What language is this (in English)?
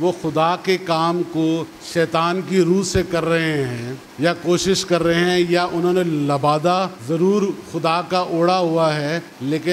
Urdu